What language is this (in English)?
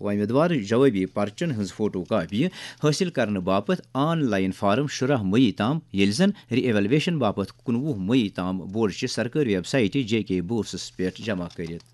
Kashmiri